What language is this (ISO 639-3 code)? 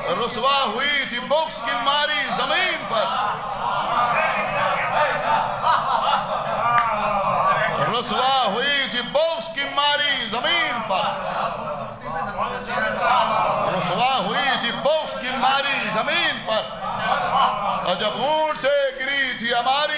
urd